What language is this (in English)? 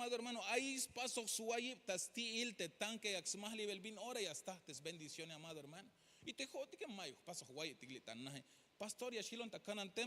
Tzeltal